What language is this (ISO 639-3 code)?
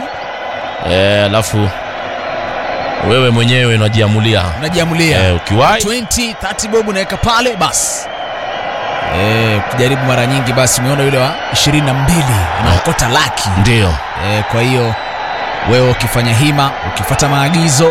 swa